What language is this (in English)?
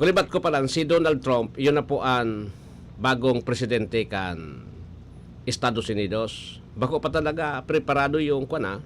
Bikol